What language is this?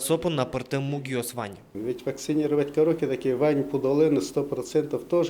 Udmurt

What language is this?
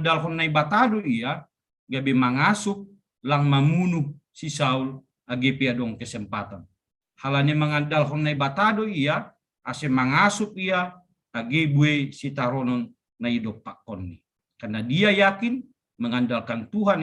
Batak Simalungun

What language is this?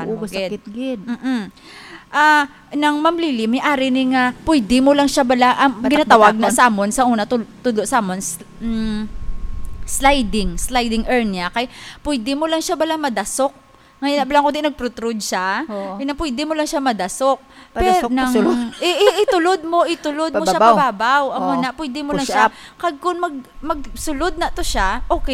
Hiligaynon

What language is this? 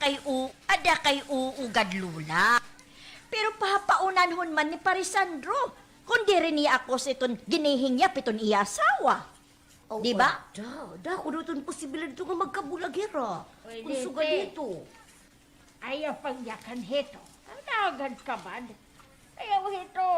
Waray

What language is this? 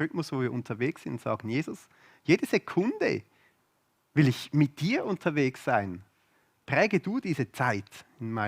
Swiss German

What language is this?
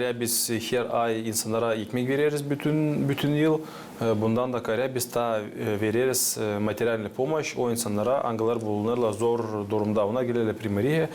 Gagauz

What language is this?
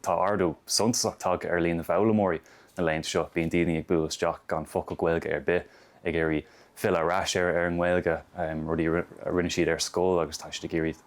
Irish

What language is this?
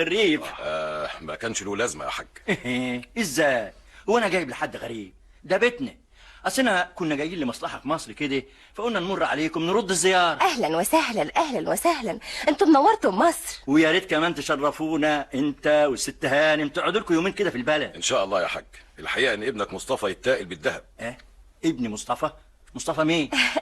Egyptian Arabic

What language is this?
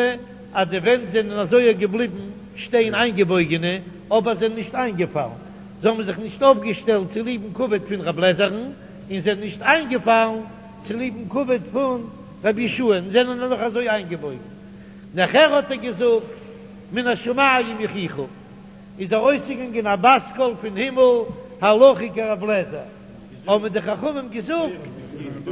Yiddish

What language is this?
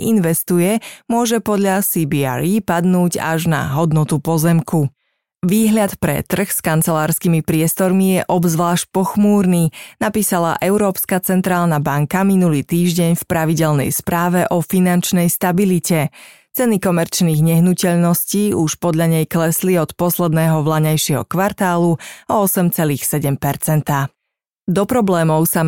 Slovak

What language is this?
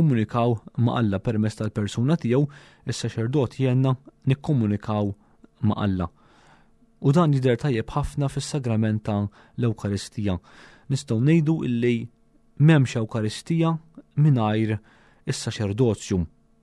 Maltese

